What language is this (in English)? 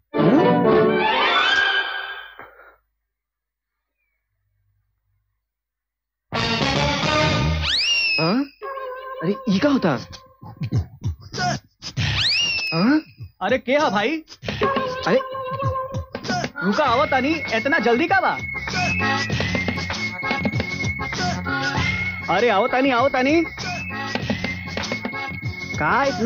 Bhojpuri